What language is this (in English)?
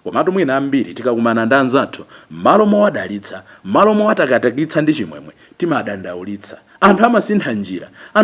Nyanja